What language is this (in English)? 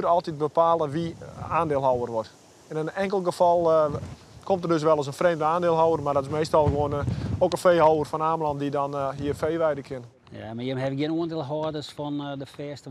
Western Frisian